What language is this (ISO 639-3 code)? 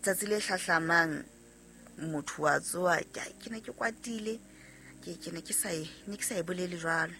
sot